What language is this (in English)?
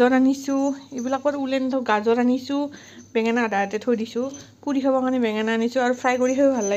Assamese